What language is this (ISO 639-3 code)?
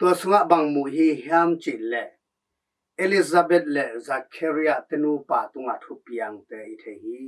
ctd